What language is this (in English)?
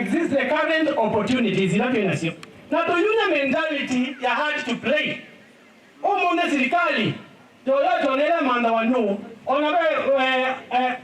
Kamba